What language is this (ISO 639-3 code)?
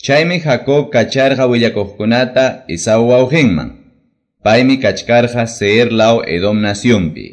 que